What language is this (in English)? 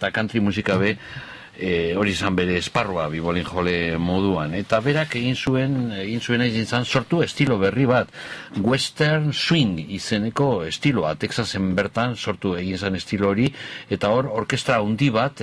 Basque